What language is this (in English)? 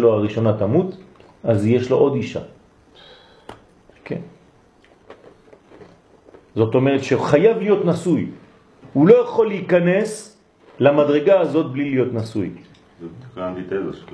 Hebrew